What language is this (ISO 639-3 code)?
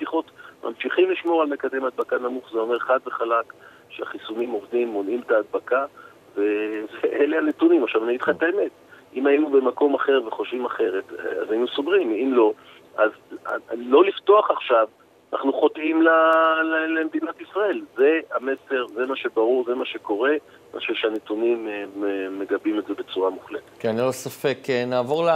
heb